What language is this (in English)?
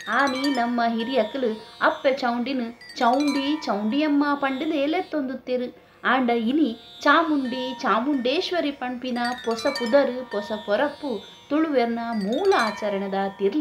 Tulu